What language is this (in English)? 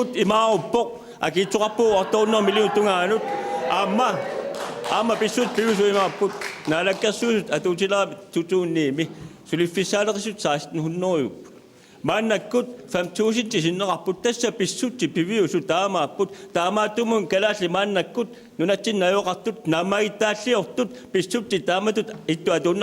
Kalaallisut